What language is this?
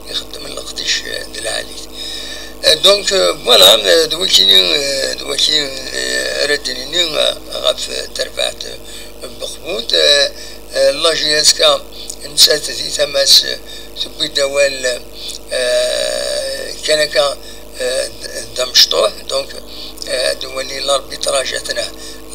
Kabyle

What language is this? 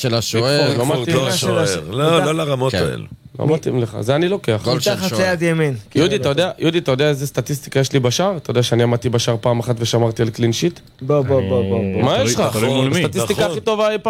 Hebrew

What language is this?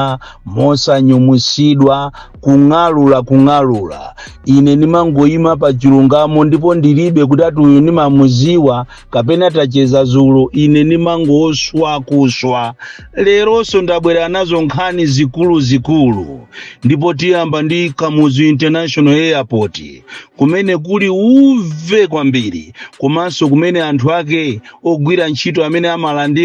Nyanja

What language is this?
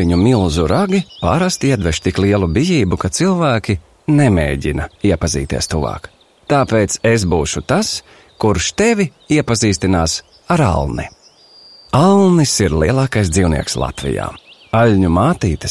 Latvian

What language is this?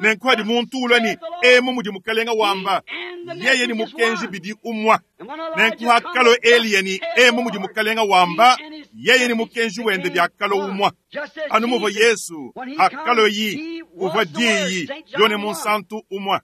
Luba-Lulua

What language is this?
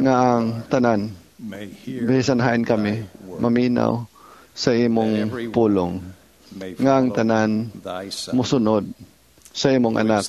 Cebuano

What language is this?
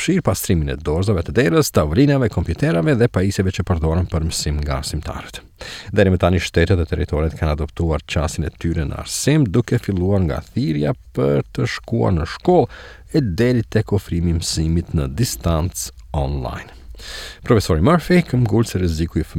Albanian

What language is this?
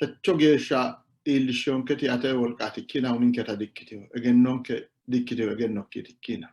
Sidamo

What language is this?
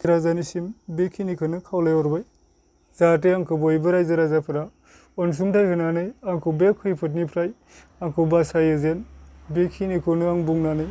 Bodo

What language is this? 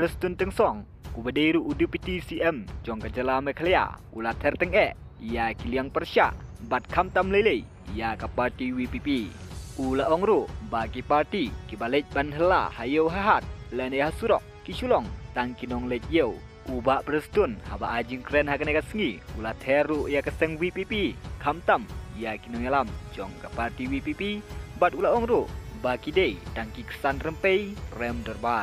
Khasi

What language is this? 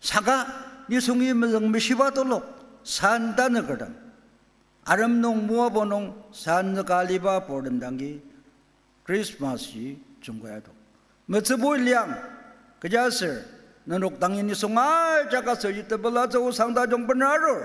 Ao Naga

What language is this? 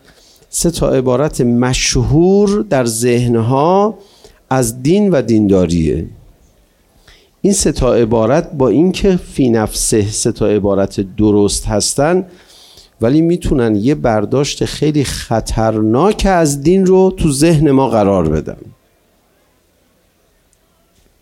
Persian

